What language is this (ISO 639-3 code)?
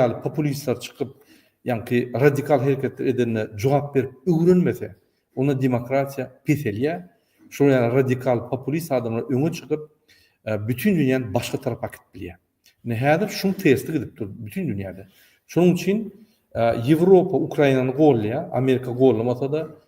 tuk